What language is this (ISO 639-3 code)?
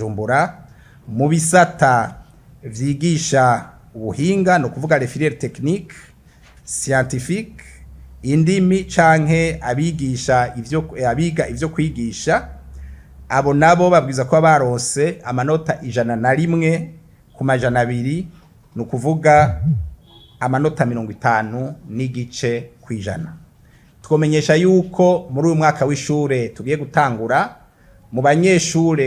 run